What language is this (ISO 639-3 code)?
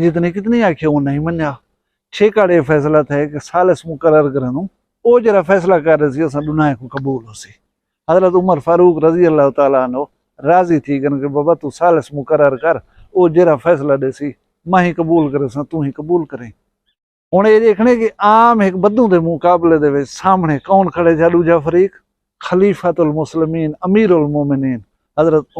skr